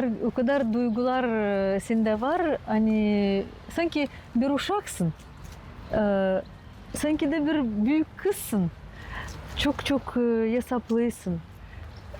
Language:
Gagauz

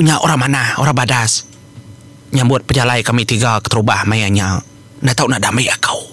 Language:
Iban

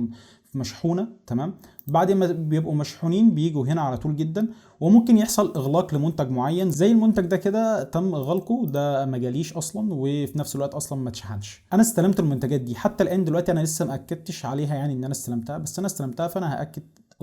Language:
Egyptian Arabic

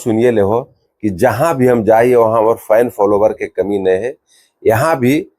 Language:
Magahi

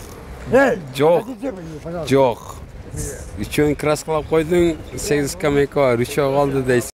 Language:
Kyrgyz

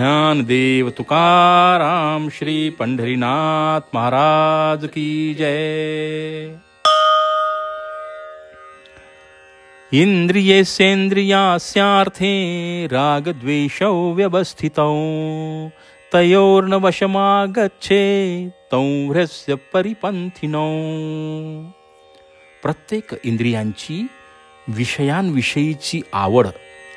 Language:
Marathi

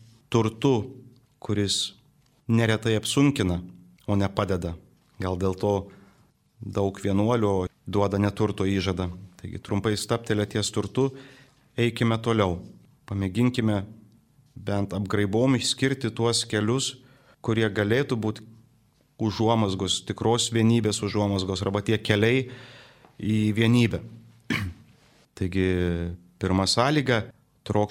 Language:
Lithuanian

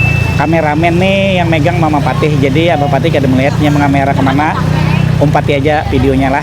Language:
Banjar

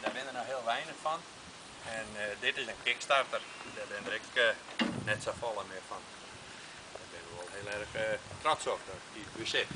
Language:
Western Frisian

